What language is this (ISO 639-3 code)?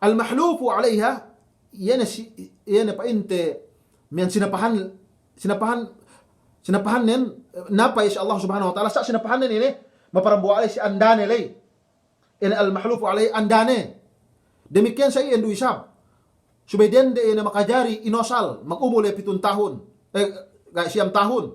yka